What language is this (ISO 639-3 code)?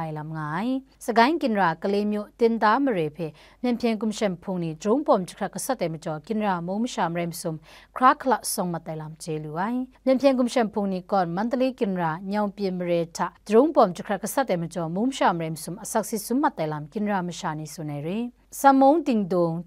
kac